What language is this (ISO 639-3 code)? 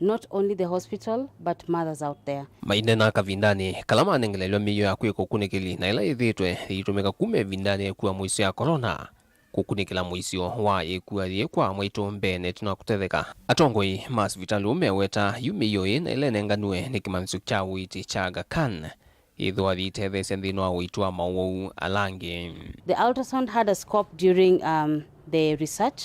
kam